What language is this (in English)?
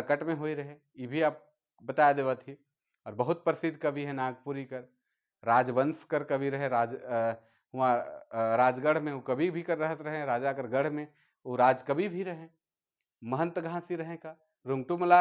Sadri